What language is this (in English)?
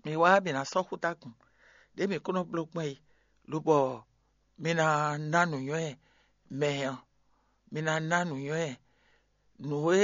Fon